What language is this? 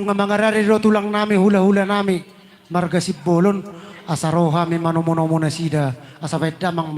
Batak Toba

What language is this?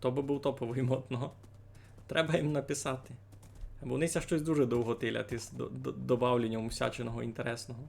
Rusyn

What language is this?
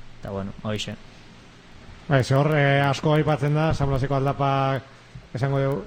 Basque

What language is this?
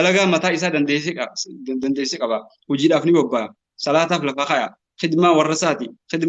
Oromo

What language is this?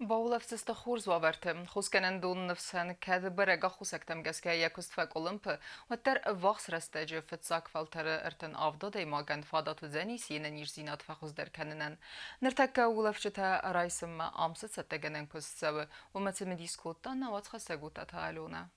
Ossetic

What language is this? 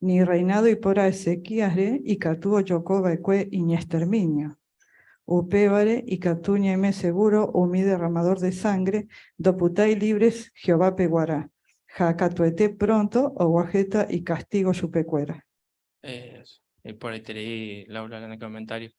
Guarani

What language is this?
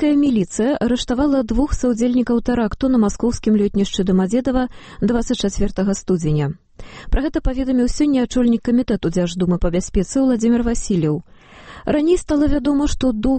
Belarusian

